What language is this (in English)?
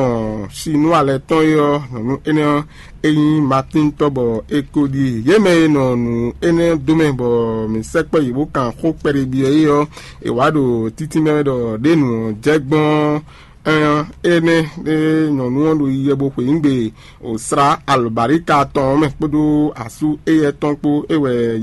Fon